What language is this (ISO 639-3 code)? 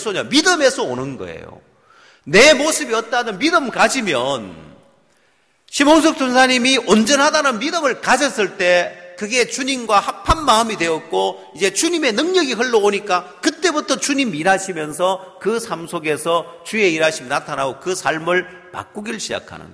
kor